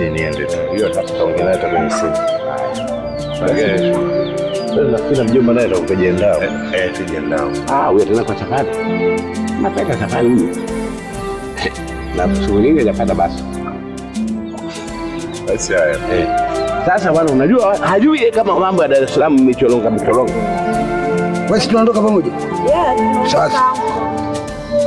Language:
Swahili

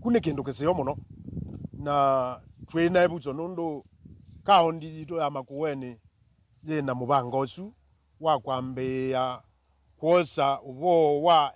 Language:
Kamba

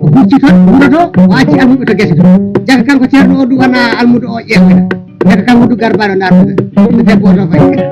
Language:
Fula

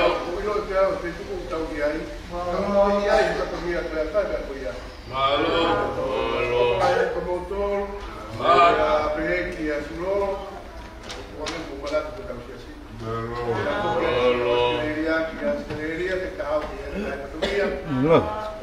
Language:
Tongan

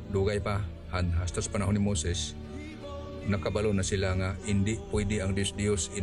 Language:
Hiligaynon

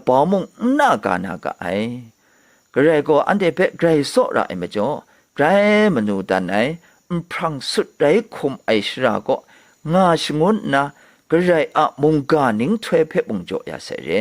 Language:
Kachin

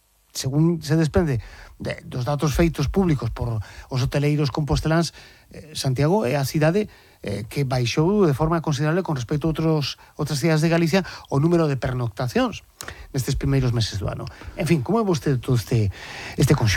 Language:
Galician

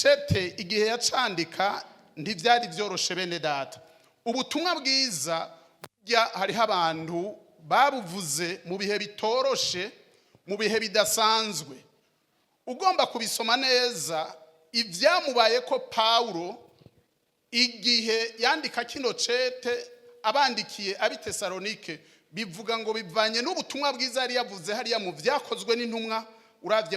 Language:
Rundi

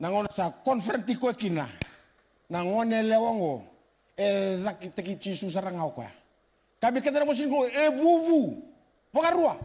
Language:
Fijian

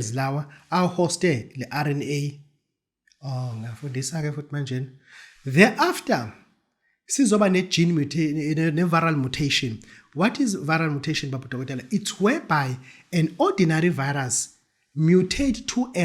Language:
Zulu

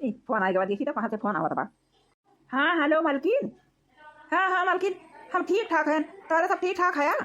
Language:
Awadhi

